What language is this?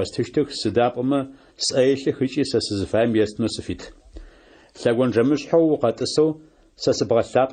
Adyghe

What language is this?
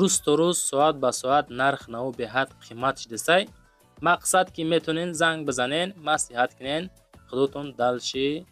Tajik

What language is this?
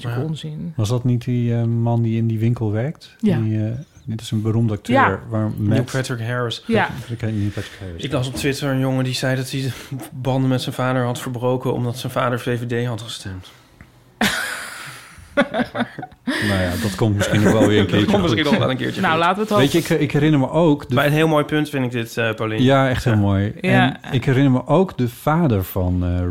Dutch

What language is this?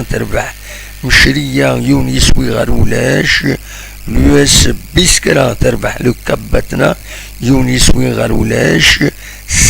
Kabyle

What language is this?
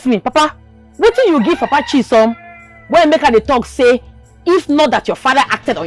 Nigerian Pidgin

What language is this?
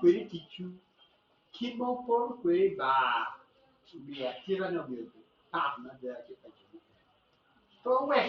Acoli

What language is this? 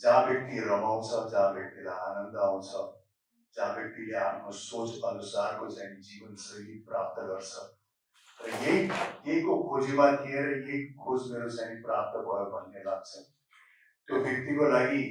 Nepali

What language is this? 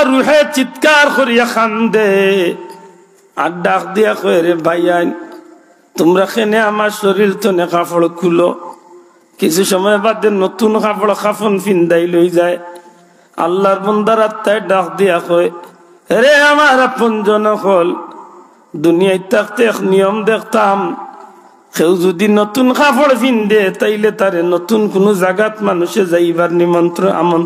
Sylheti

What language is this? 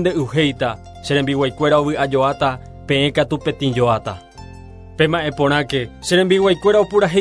Guarani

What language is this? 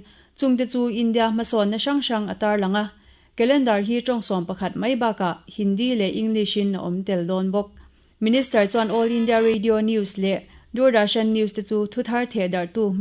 Mizo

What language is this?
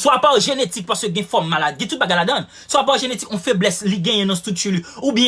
Haitian Creole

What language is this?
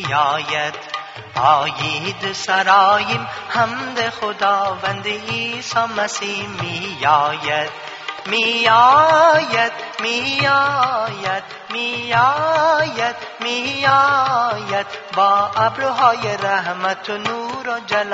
Persian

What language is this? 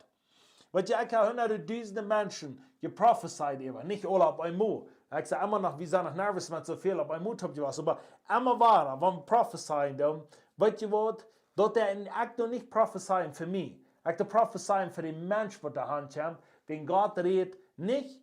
Plautdietsch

